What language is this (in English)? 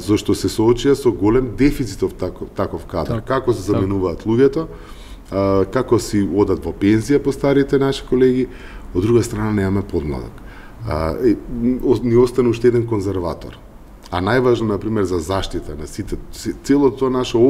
Macedonian